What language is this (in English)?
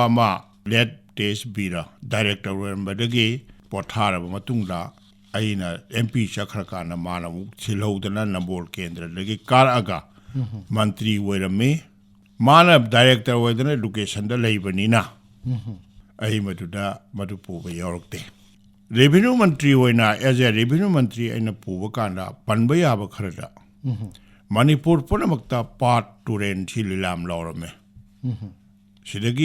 Manipuri